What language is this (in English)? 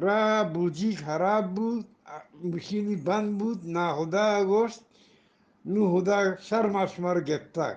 Eastern Balochi